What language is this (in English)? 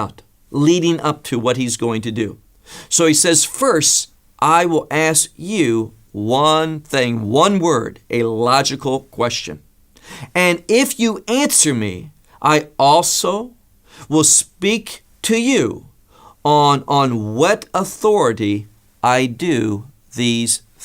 English